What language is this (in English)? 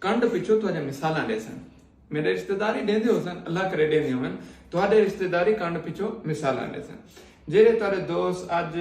Saraiki